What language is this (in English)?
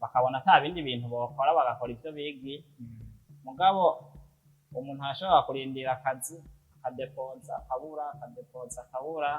Rundi